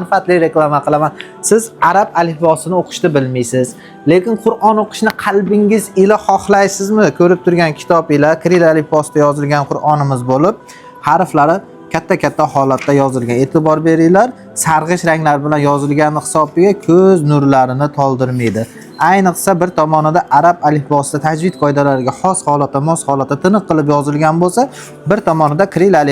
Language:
Uzbek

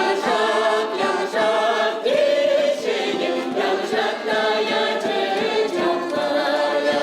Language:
Chuvash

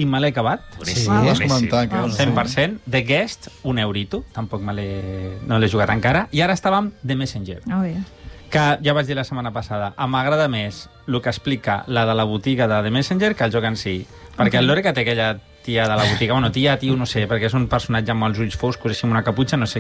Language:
Catalan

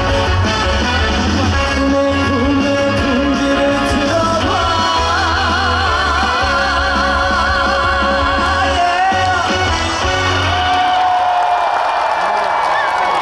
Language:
Korean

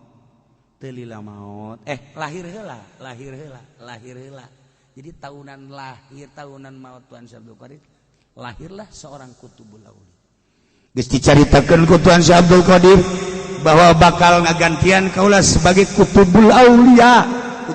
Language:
Sundanese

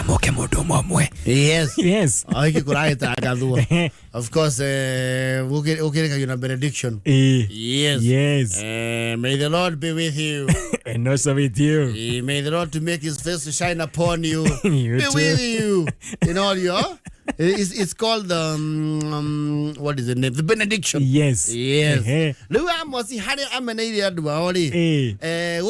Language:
Kikuyu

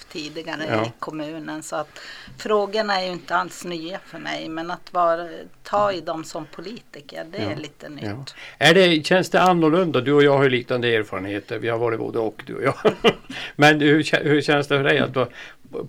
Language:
Swedish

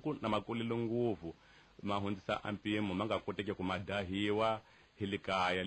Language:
Tsonga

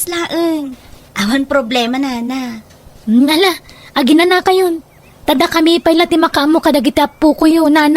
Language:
Iloko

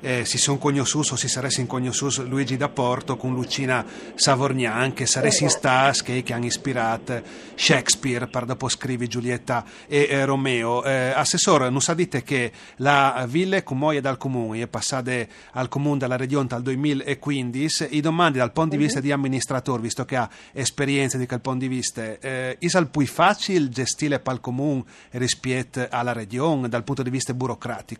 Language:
Friulian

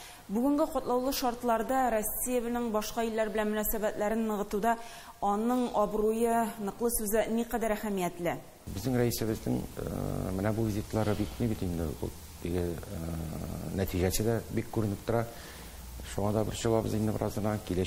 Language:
Tatar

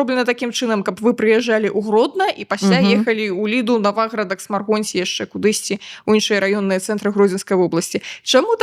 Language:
Belarusian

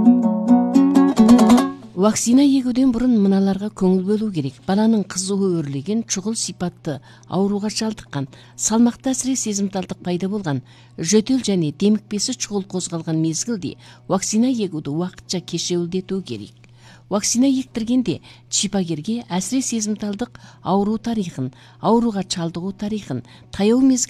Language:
Kazakh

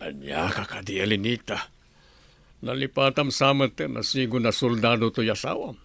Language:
Iloko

